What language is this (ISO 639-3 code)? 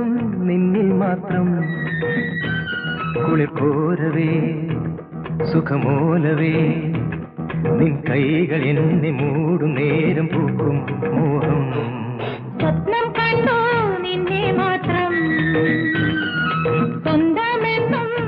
mal